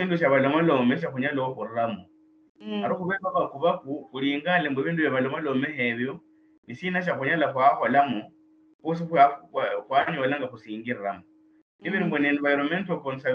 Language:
Luyia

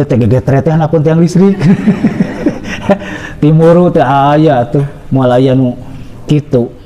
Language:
Sundanese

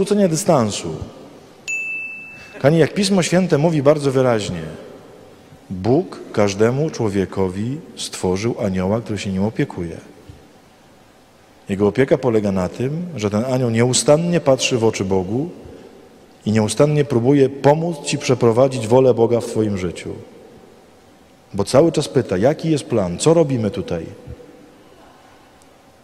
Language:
Polish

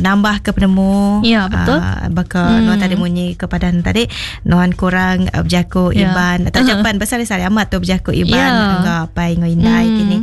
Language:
Iban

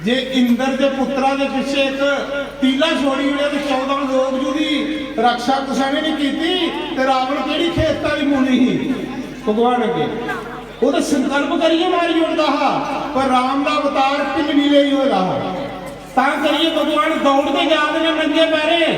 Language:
Dogri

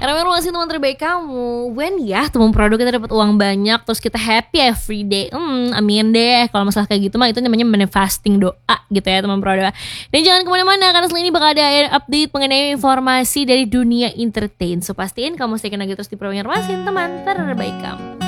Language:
Indonesian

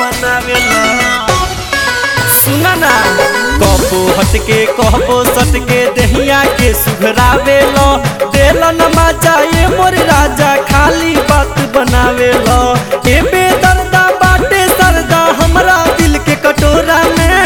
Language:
Bhojpuri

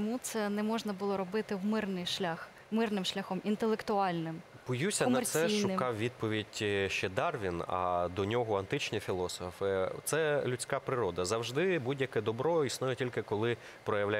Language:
Ukrainian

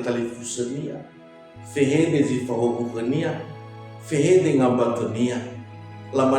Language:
Nias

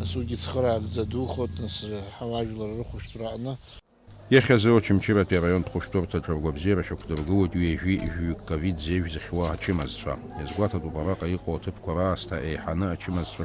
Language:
Abkhazian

